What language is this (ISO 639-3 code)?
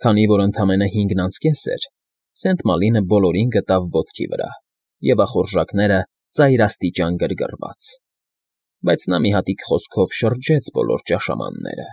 hye